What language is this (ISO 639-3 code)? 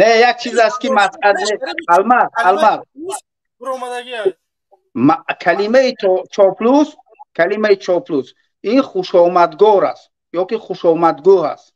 tgk